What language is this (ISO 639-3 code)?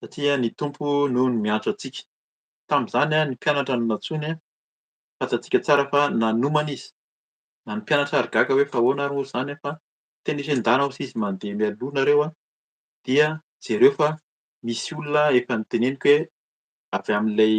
mlg